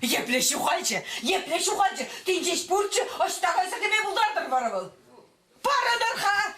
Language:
Chuvash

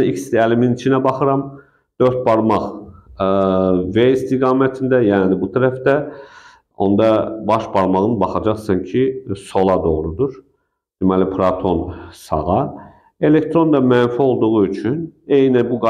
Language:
Azerbaijani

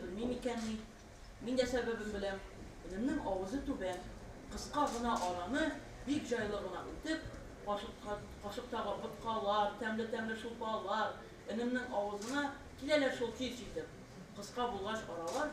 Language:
Tatar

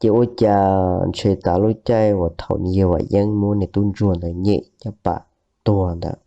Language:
Hmong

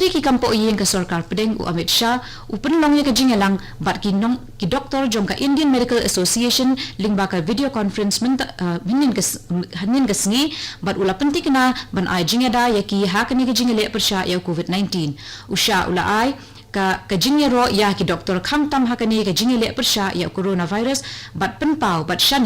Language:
Khasi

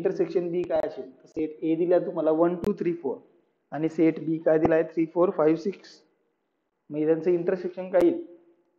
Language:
Marathi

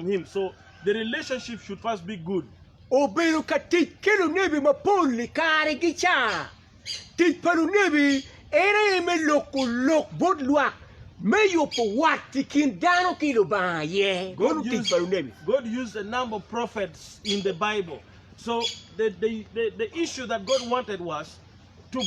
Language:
Acoli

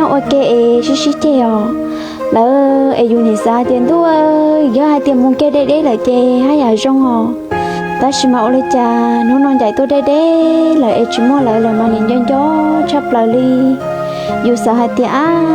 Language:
Hmong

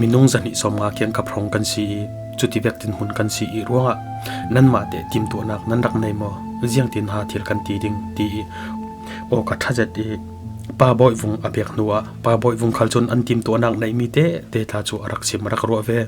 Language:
Falam Chin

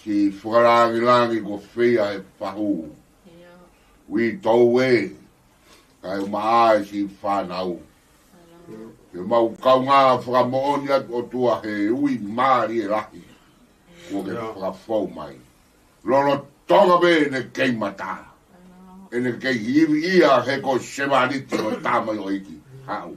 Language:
Tongan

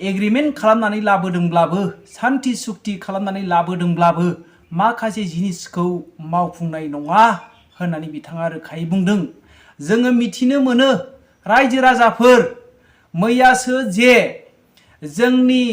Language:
Bodo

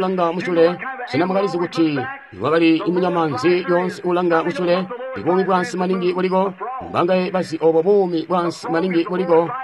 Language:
Tonga (Zambia)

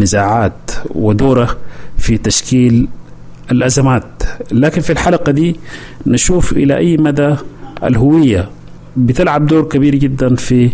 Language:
Sudanese Arabic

